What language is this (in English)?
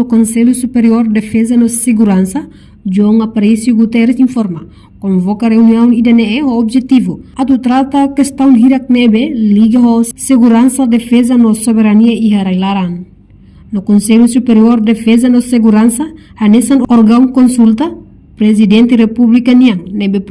Tetum